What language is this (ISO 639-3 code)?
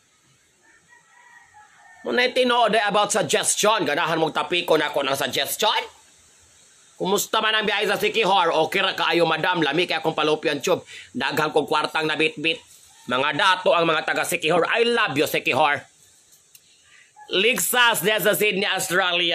ceb